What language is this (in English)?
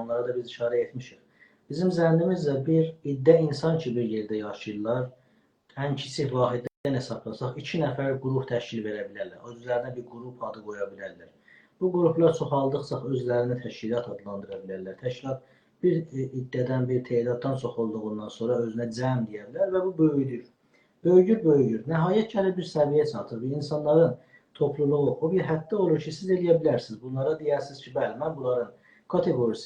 South Azerbaijani